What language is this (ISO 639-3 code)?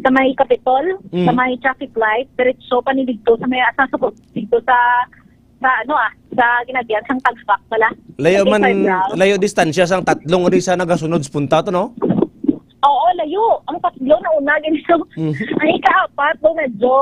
hil